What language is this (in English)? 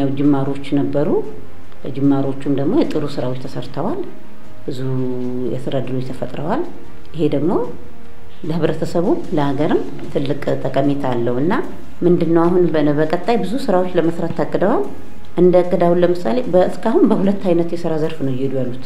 Amharic